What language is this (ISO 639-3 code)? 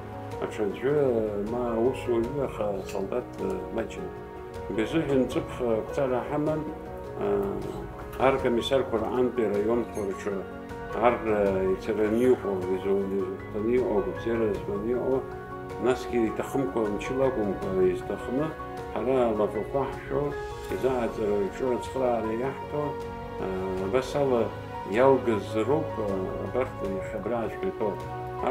abk